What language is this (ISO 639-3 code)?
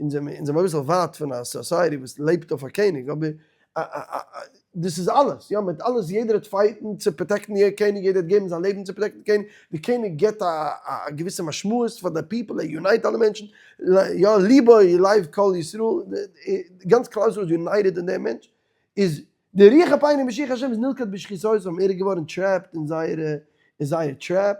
yid